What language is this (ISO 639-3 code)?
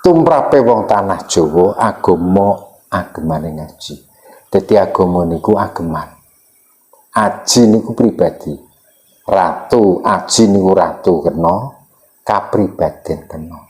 jav